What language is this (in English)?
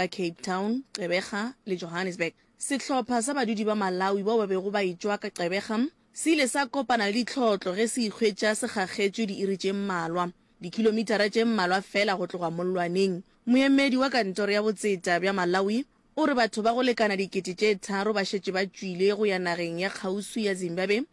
Northern Sotho